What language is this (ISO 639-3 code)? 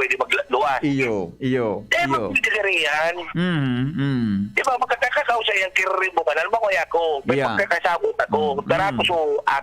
bik